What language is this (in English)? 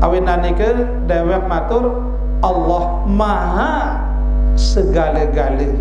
Sasak